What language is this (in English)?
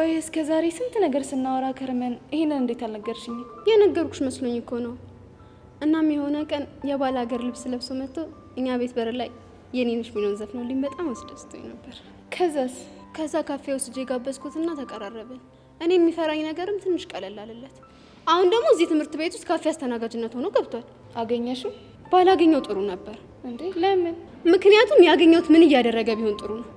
Amharic